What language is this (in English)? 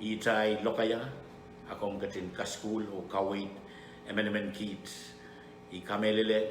Pohnpeian